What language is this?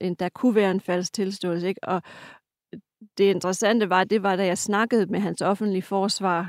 Danish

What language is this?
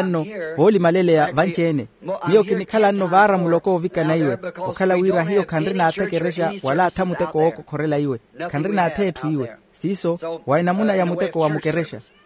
Makhuwa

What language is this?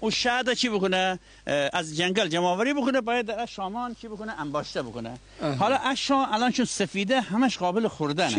Gilaki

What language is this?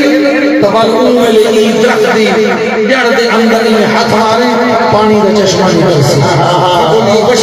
Saraiki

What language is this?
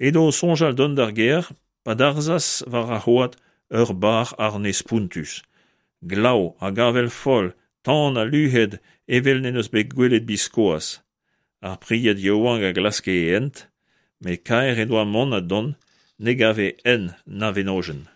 Breton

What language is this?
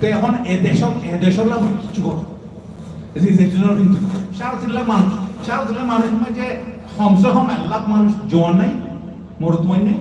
Rohingya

